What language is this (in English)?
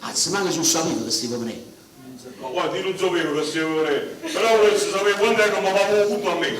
Neapolitan